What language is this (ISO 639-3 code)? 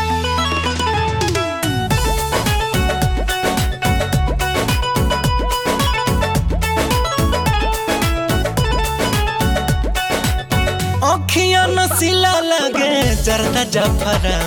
bho